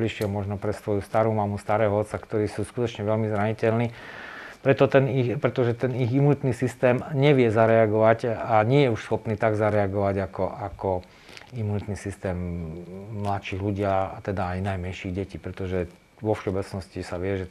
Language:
Slovak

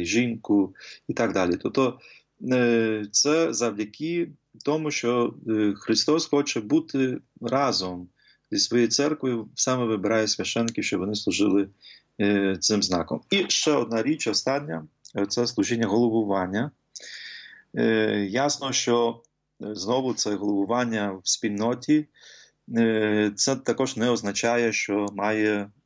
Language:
Ukrainian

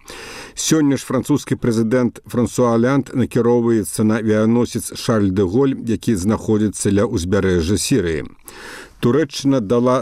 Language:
Belarusian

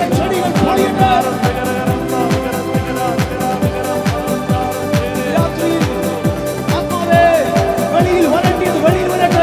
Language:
Malayalam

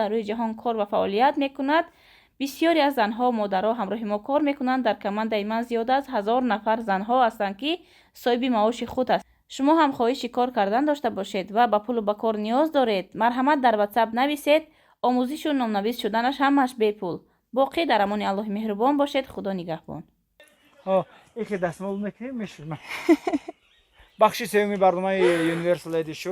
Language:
Tajik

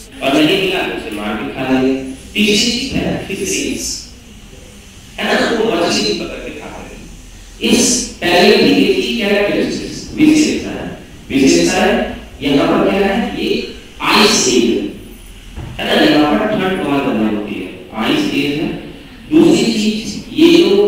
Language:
Hindi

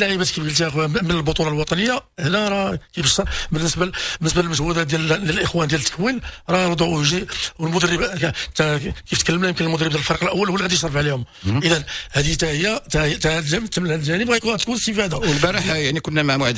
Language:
Moroccan Arabic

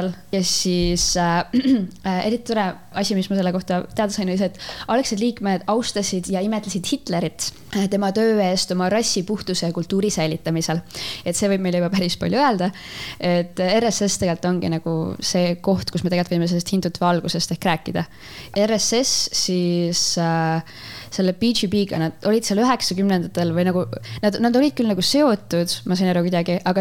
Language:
Estonian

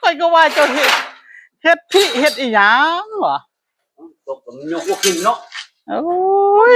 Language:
Northeastern Thai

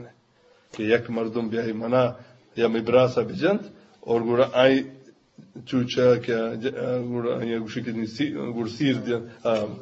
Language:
Eastern Balochi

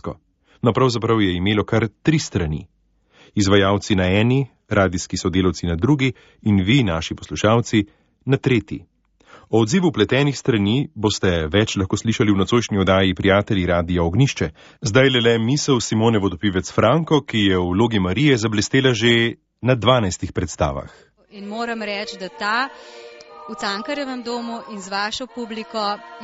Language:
Slovenian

